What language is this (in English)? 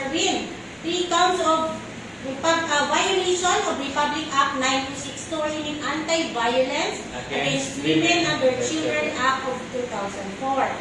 Hiligaynon